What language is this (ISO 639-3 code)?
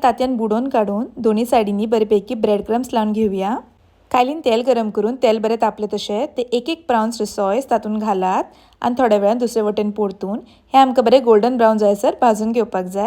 kok